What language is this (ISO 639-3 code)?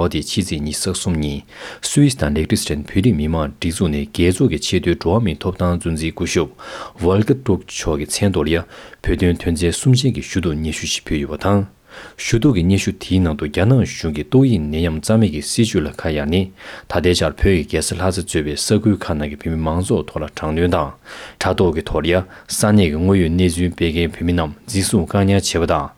bod